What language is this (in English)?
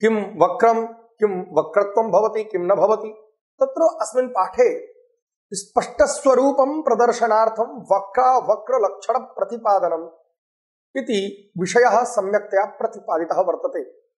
Sanskrit